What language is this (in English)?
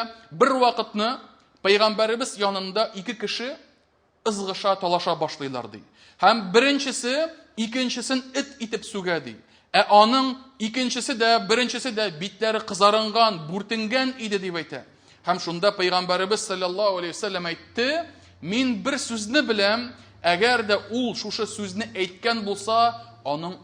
Tatar